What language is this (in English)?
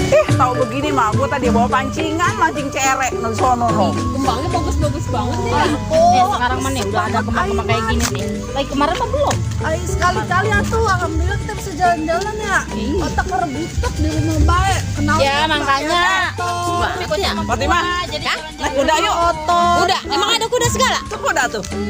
Betawi